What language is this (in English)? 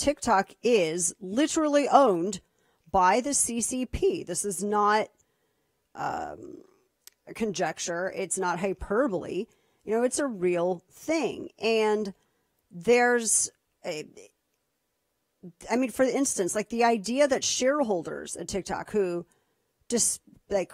English